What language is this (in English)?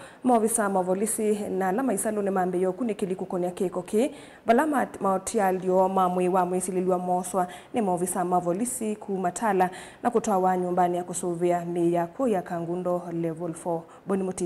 Kamba